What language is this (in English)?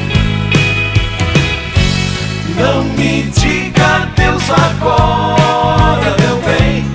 Portuguese